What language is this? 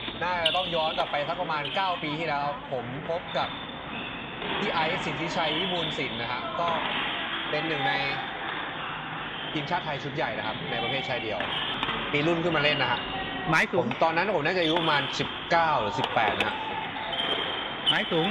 Thai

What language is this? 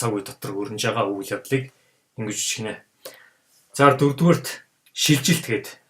Mongolian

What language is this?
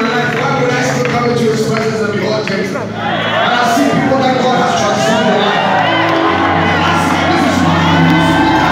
English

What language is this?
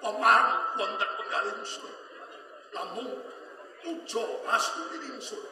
Javanese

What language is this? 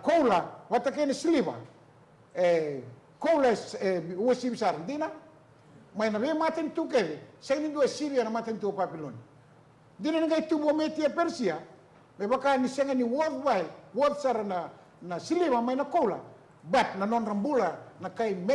Fijian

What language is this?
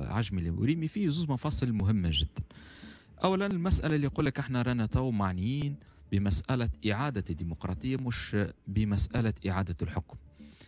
Tunisian Arabic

